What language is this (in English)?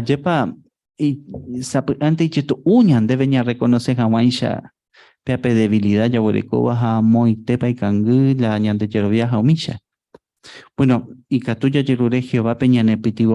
Guarani